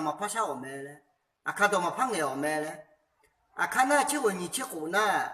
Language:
Akha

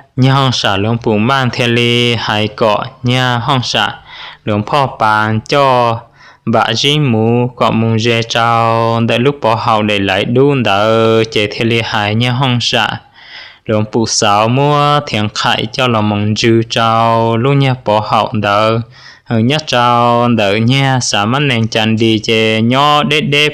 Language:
Hmong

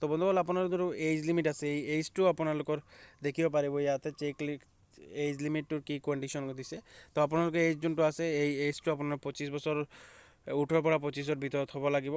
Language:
Assamese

